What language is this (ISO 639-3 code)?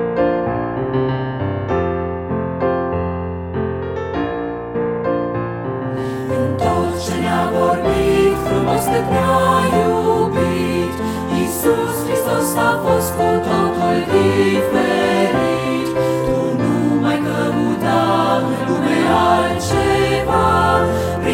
ron